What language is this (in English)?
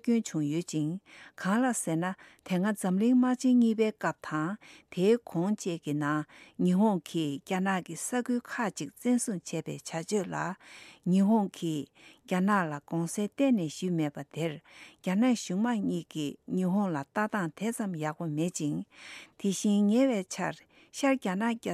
Tibetan